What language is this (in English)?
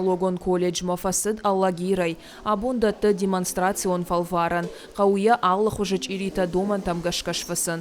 Ossetic